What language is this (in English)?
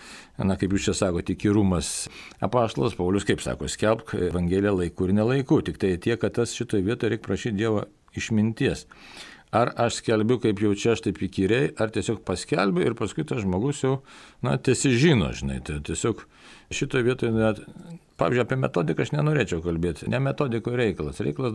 Lithuanian